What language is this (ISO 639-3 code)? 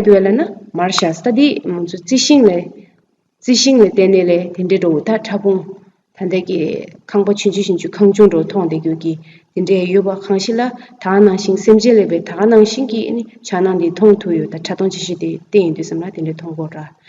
bod